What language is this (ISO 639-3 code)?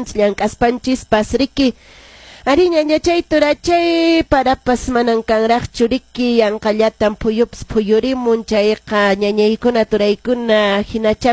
que